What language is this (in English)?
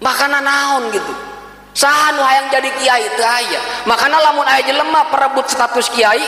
Sundanese